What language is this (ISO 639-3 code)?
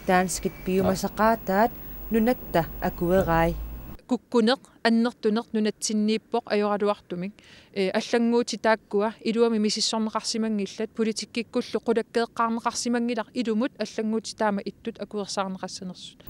kal